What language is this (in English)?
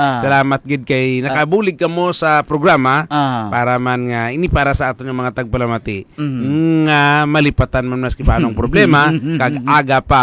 Hiligaynon